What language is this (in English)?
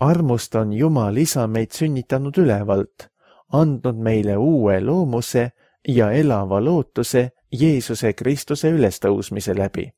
Estonian